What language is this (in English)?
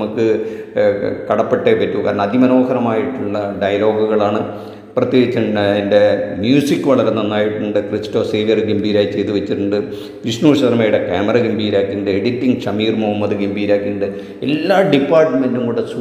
Malayalam